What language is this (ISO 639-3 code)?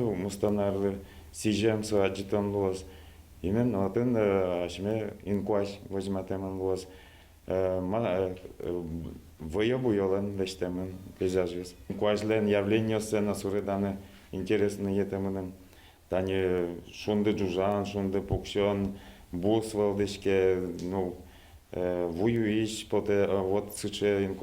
udm